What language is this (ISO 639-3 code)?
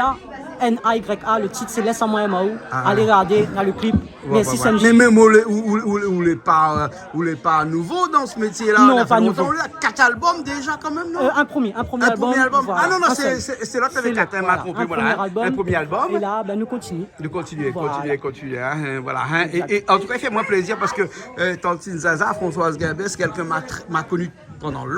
rcf